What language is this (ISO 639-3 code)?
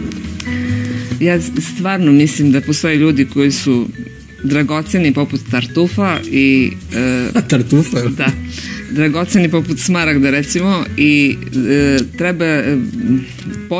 srp